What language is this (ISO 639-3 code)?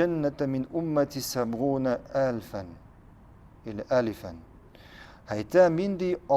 tat